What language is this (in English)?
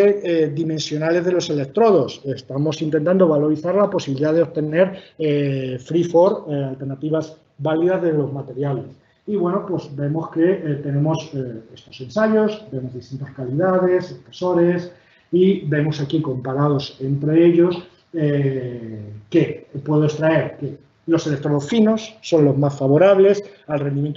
Spanish